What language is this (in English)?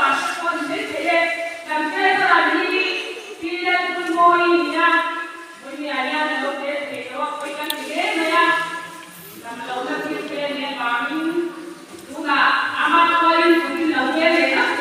Mizo